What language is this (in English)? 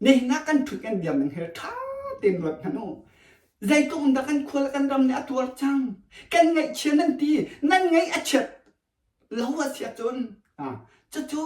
Hakha Chin